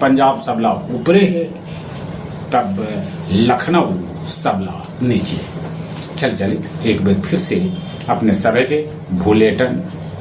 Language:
Magahi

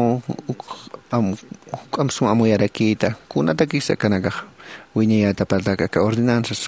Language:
Aymara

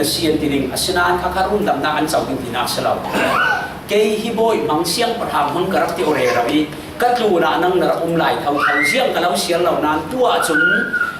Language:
Falam Chin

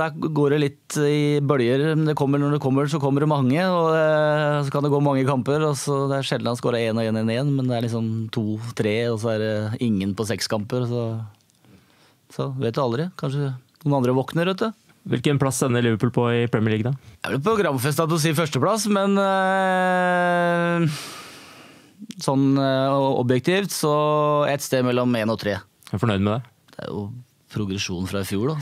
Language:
Norwegian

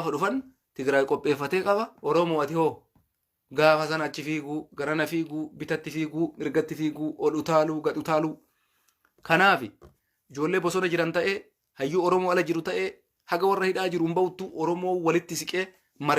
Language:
Oromo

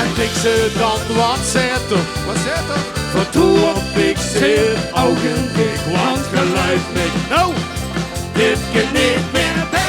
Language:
Limburgish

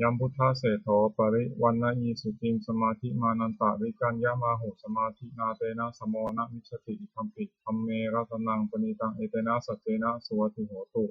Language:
Pali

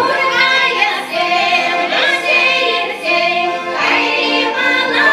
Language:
Chuvash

